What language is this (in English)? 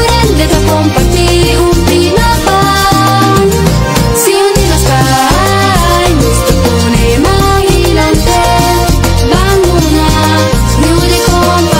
Papiamento